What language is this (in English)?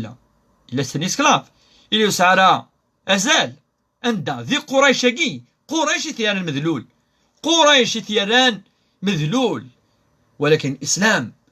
Kabyle